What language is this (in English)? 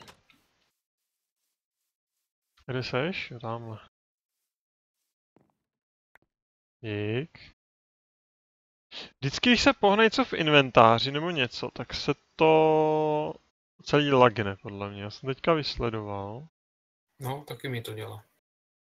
Czech